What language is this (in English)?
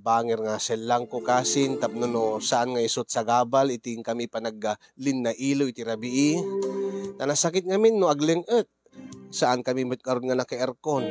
Iloko